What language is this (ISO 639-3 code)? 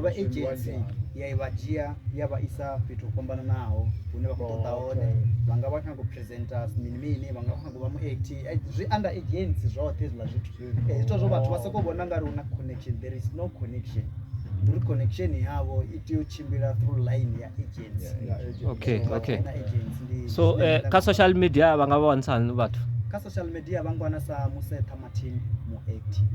ven